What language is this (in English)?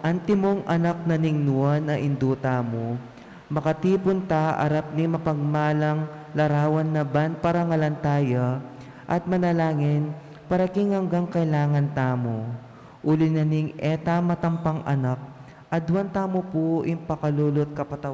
Pampanga